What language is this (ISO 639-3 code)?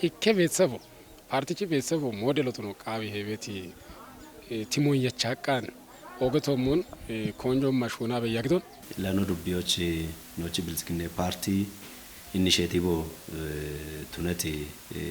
kbr